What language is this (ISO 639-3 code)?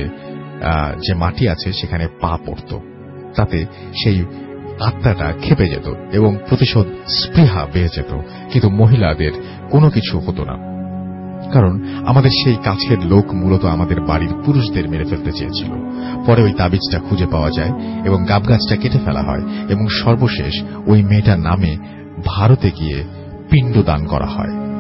ben